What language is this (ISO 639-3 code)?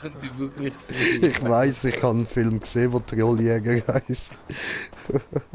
gsw